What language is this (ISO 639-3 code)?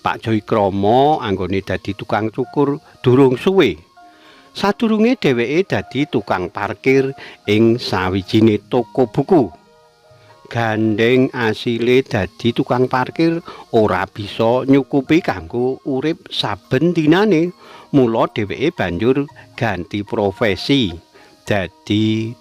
jav